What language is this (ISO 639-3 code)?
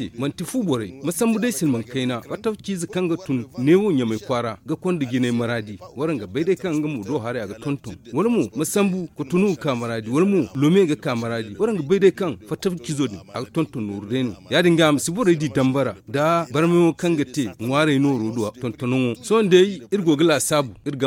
dje